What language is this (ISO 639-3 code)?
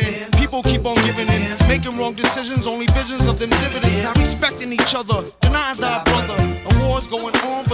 eng